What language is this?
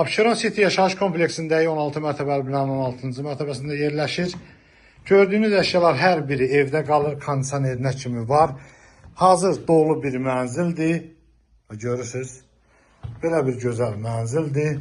Azerbaijani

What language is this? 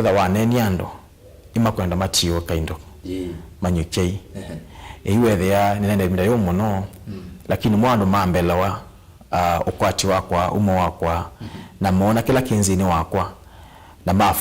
Kamba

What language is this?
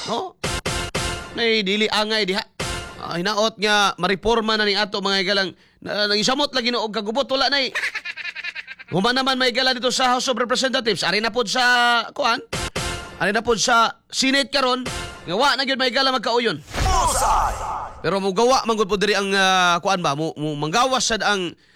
Cebuano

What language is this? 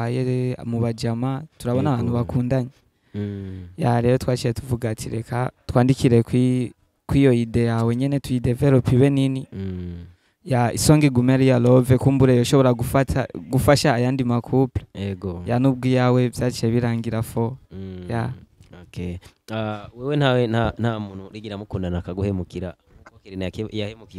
Rundi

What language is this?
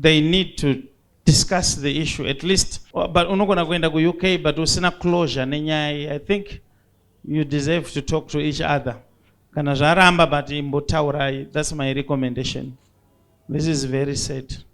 Shona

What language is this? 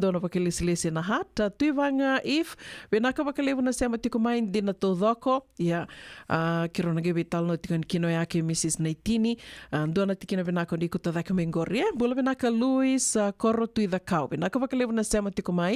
Fijian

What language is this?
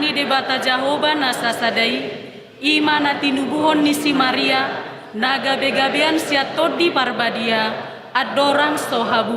Batak Toba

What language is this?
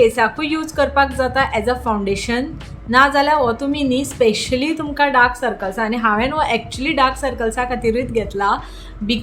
Konkani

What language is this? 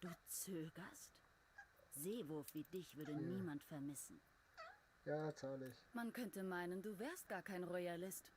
Bavarian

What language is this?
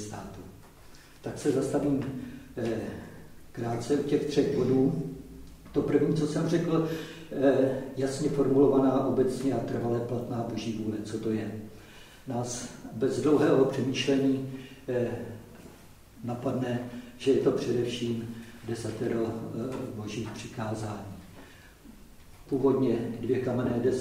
Czech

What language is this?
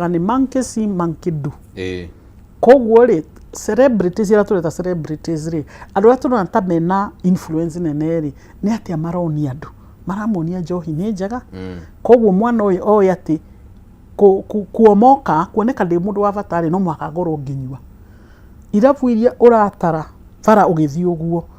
Kikuyu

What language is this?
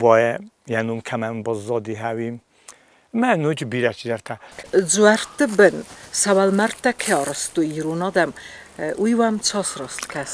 Ossetic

